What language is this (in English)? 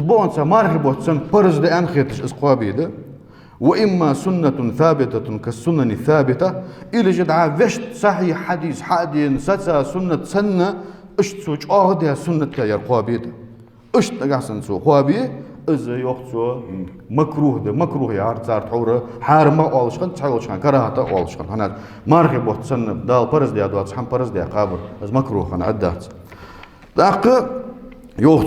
Ingush